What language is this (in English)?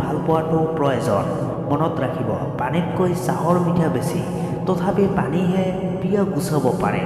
Assamese